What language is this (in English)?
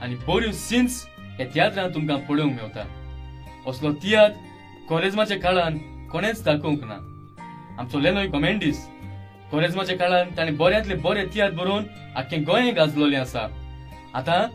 Konkani